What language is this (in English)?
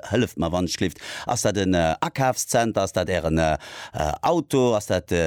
Luxembourgish